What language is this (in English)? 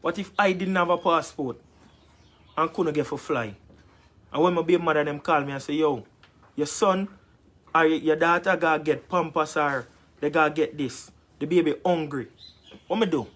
Jamaican Creole English